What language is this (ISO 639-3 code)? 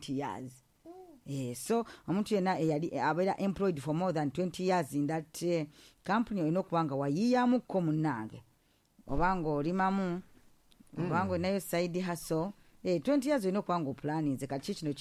lug